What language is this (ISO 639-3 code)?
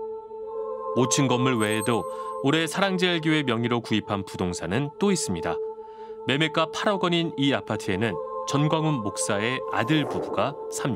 kor